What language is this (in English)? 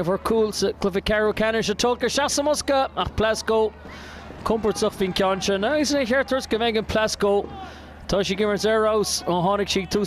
Irish